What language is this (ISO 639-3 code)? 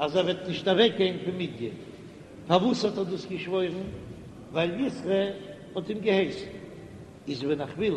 yid